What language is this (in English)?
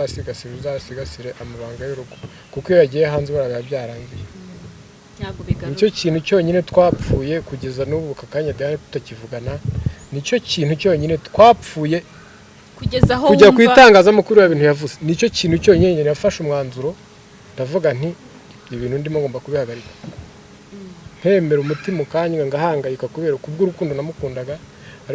Kinyarwanda